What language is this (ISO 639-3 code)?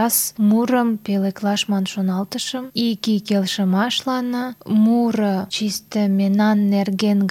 chm